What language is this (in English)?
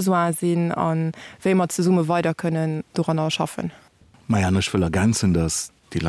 Luxembourgish